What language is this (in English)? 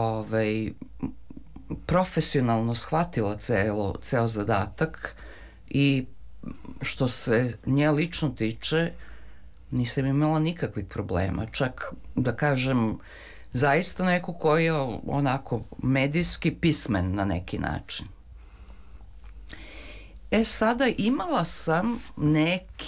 Serbian